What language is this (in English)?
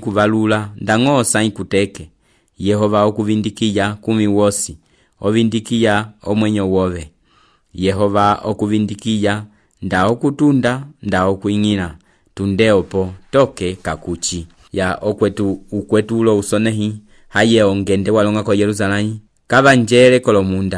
Umbundu